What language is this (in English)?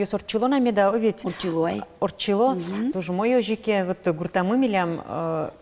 Udmurt